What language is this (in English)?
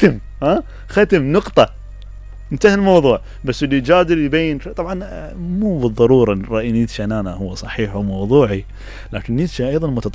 Mesopotamian Arabic